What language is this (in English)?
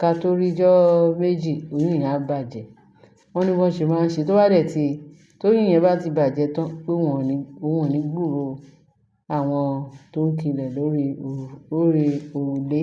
Yoruba